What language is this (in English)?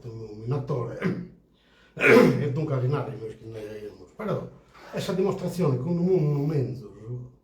Sardinian